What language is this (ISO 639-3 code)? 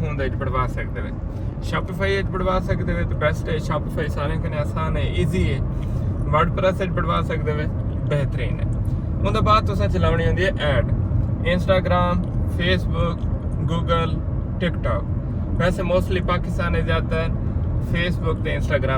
skr